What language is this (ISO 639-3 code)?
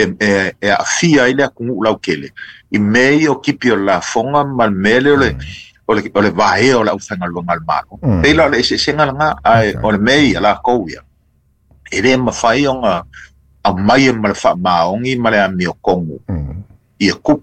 smo